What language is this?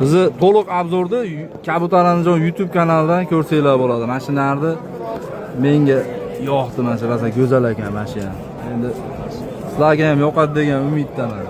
Uzbek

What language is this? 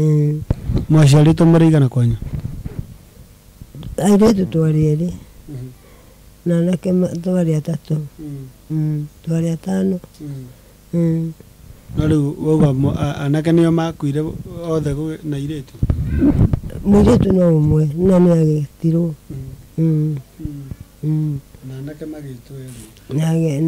Kikuyu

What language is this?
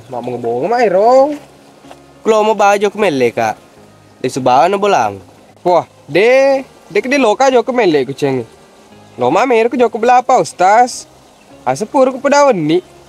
Buginese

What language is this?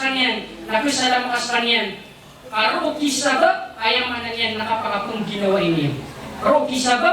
Maranao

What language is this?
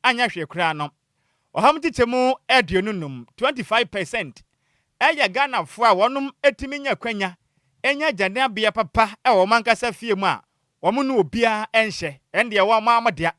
Akan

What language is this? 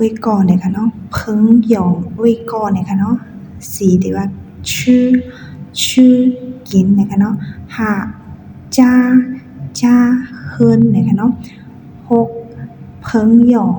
Shan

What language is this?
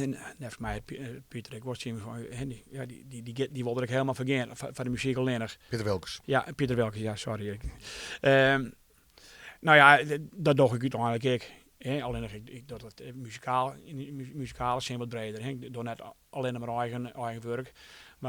Western Frisian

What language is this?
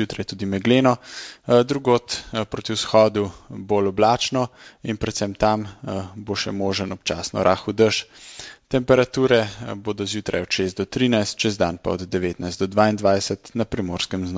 Slovenian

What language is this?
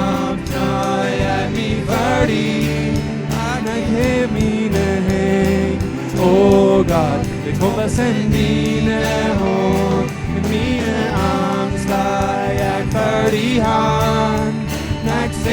Plautdietsch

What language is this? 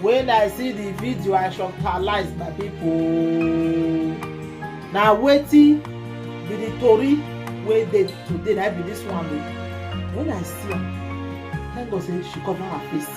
Nigerian Pidgin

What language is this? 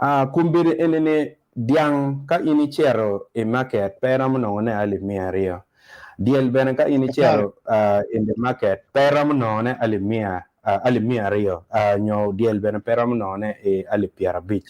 Acoli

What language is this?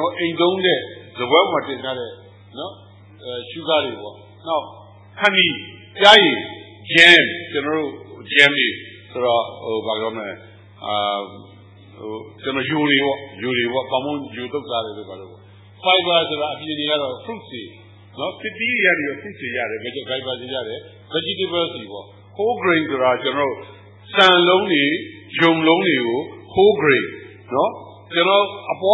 Burmese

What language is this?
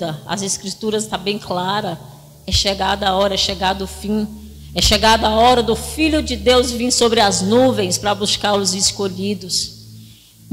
Portuguese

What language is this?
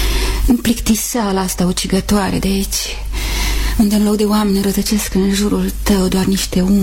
Romanian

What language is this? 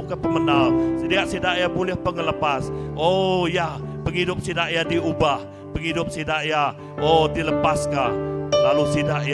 Iban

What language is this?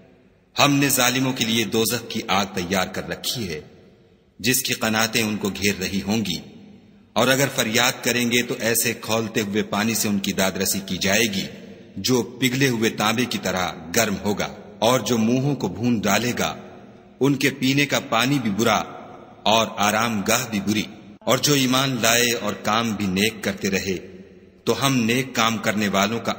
Urdu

